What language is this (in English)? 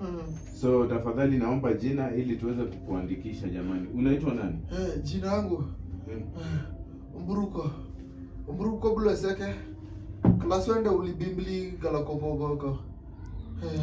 Swahili